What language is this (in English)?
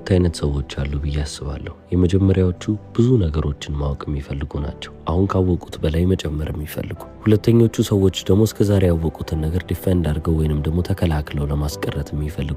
Amharic